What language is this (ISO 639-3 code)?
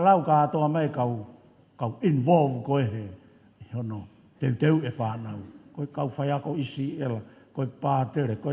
ton